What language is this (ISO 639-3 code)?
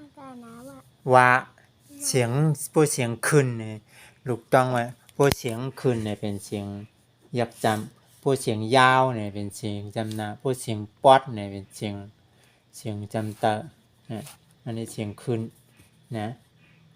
shn